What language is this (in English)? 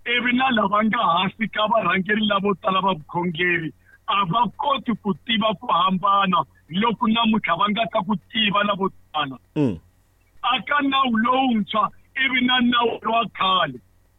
Tsonga